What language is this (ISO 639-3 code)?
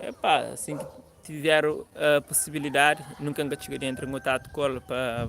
kea